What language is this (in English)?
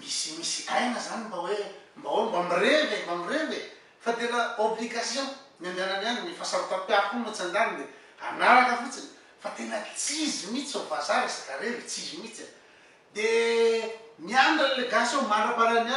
Malagasy